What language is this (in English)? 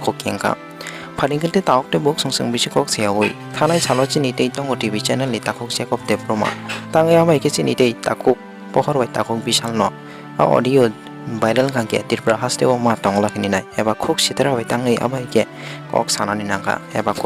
Kok Borok